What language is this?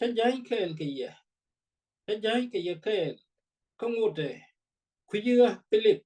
Nuer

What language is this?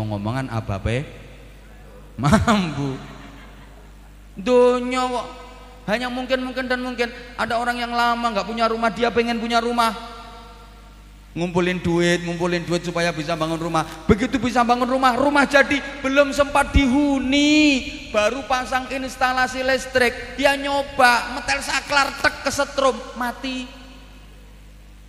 Indonesian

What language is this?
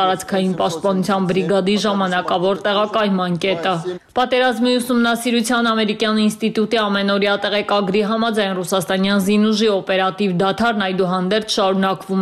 Armenian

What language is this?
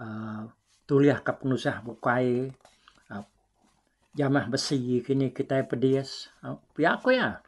Iban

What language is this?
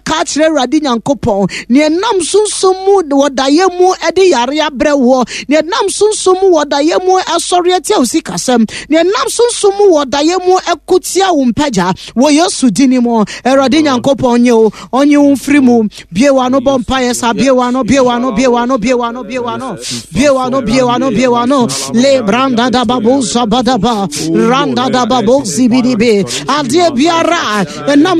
Akan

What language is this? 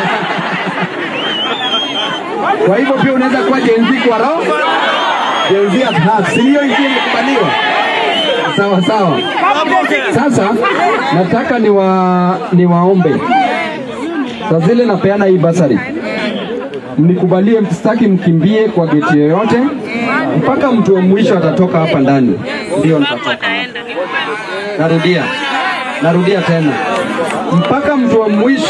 Swahili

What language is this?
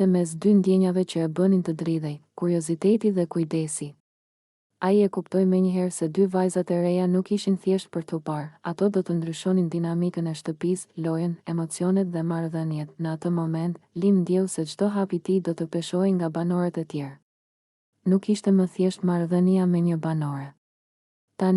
Albanian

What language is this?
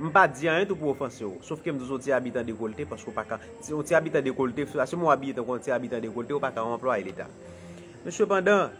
Haitian Creole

